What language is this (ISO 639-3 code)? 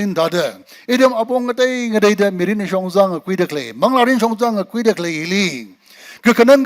nmf